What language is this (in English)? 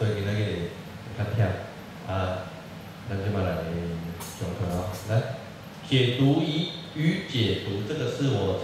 Chinese